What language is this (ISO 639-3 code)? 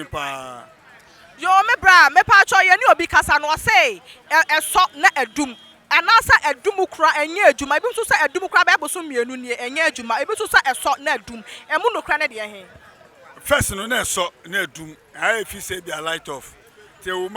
aka